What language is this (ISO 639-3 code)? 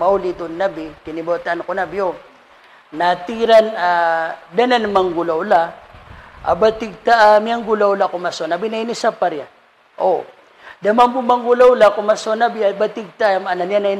mrw